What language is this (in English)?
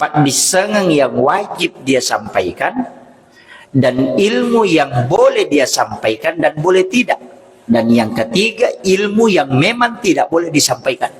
Buginese